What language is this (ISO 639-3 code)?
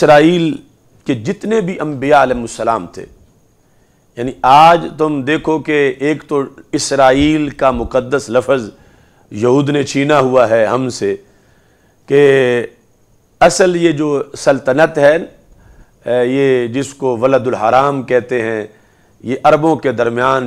urd